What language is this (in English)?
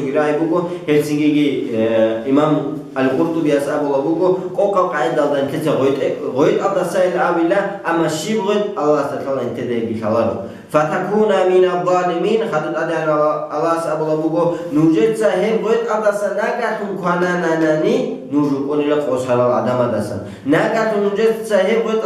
Avaric